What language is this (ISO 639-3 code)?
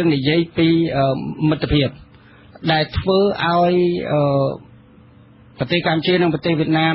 khm